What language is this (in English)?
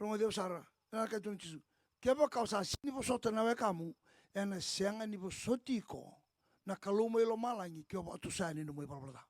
Fijian